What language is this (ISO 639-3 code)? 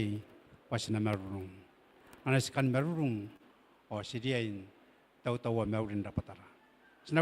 gil